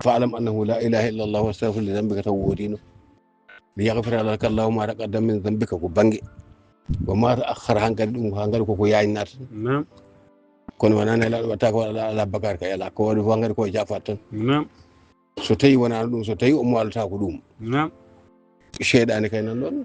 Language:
Fula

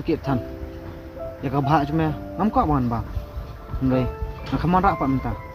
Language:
Khasi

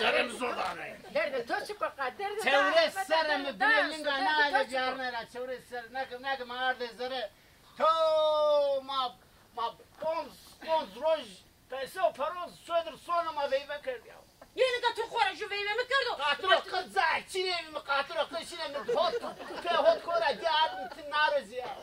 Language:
Zaza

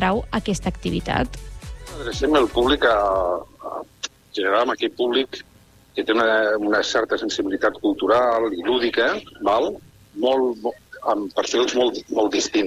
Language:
Catalan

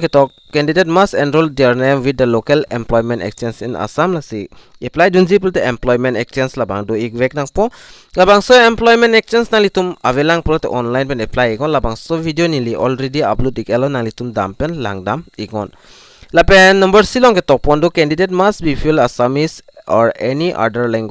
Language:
Karbi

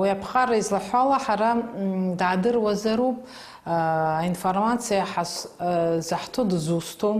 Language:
Abkhazian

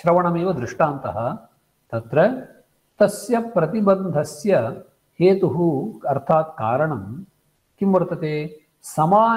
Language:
Sanskrit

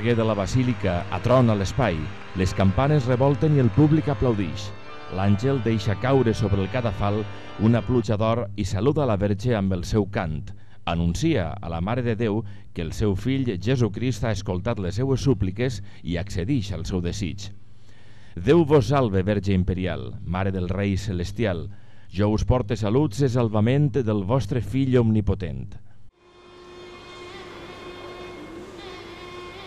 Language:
Catalan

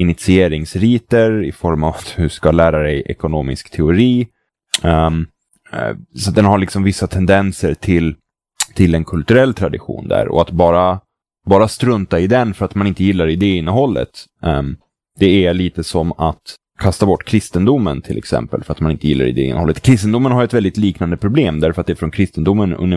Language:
Swedish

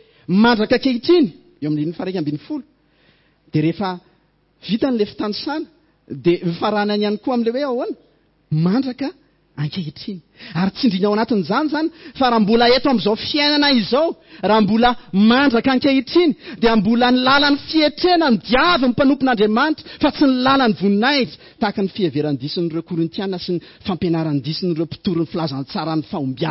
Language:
Malagasy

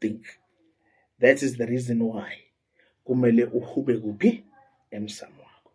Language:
Zulu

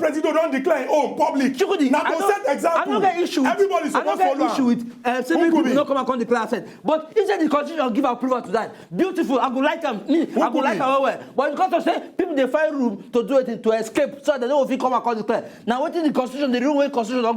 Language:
Nigerian Pidgin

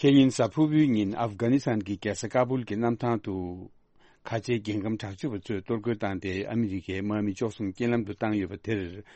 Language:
Tibetan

